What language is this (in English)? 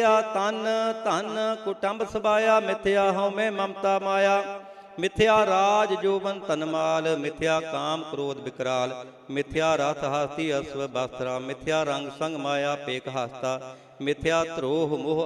Punjabi